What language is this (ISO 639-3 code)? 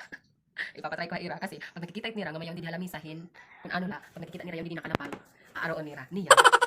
war